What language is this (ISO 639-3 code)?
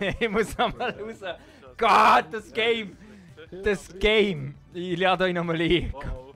gsw